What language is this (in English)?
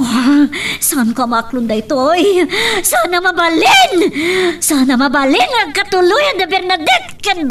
Iloko